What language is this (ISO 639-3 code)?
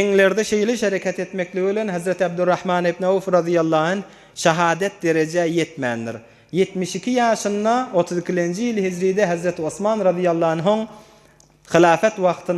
tuk